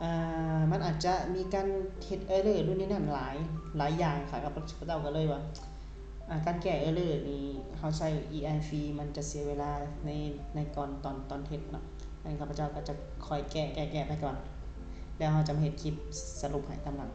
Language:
Lao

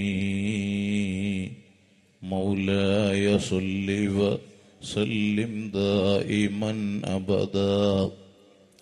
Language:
Malayalam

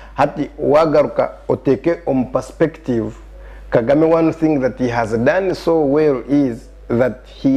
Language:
Nyankole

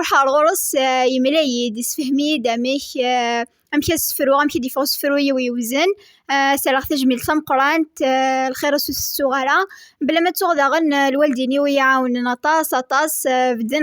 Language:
Kabyle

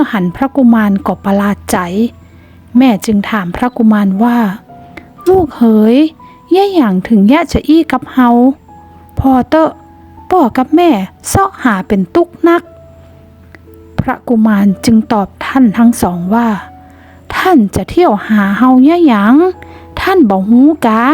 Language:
Northern Thai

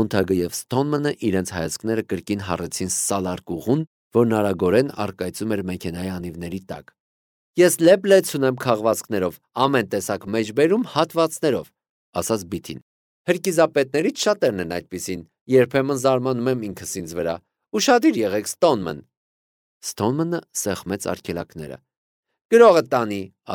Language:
Armenian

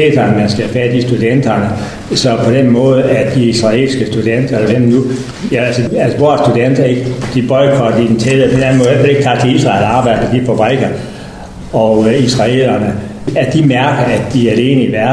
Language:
Danish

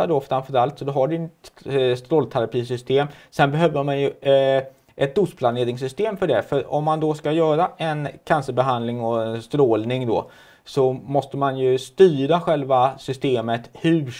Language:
Swedish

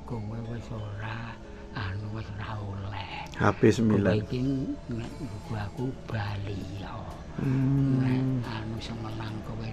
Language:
Javanese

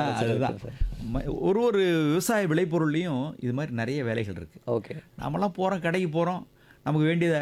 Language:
Tamil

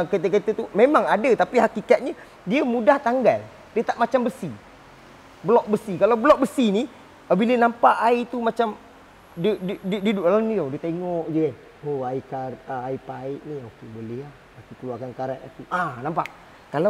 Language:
Malay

